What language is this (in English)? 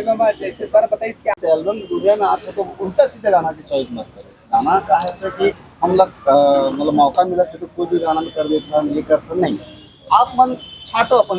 Chhattisgarhi